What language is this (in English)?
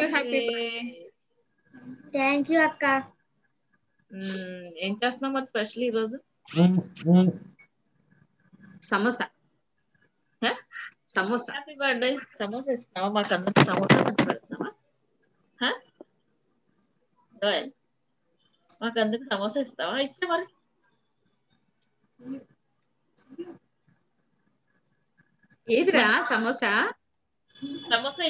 Telugu